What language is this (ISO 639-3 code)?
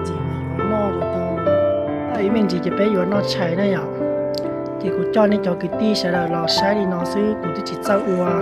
hmn